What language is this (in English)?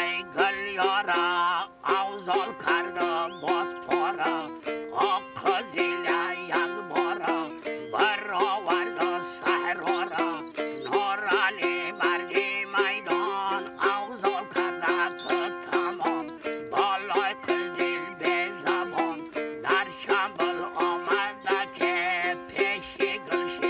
Tajik